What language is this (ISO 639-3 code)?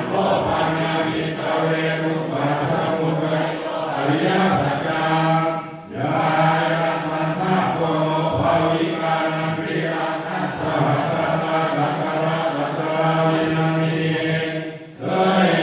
pli